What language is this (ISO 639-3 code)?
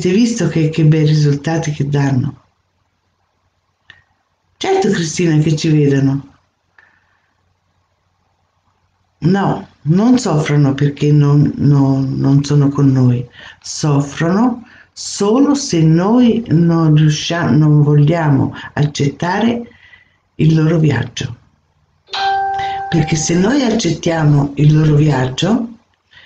ita